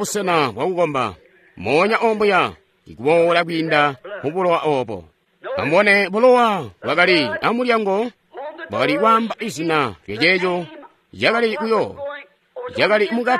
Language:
Tonga (Zambia)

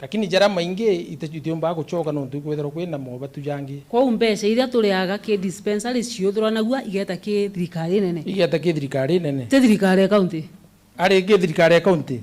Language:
Meru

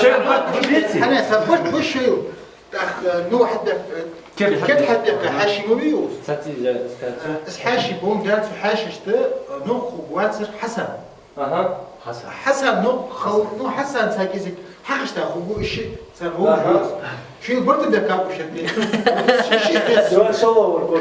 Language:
Ingush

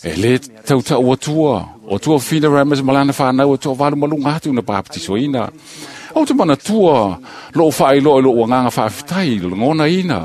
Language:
Samoan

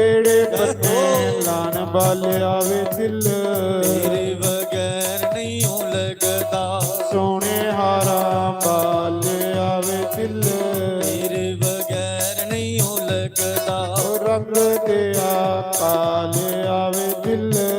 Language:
Dogri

